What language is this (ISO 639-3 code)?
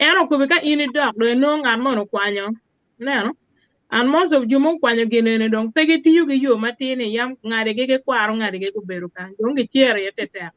ach